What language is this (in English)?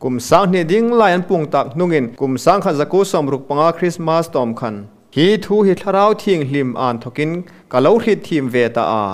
Hmar